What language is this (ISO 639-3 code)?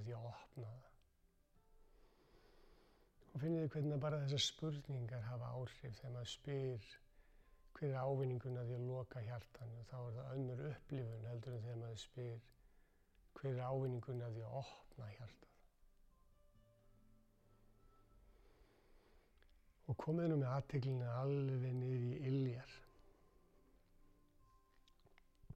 isl